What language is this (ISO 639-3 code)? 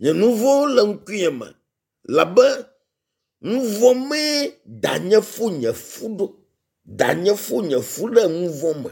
ewe